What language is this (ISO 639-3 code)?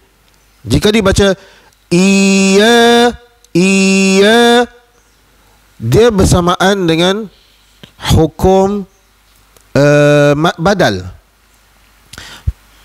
msa